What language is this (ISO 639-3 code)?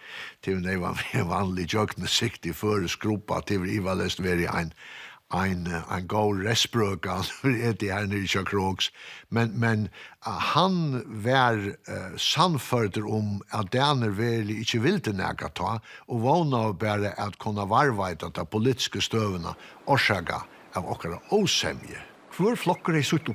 fao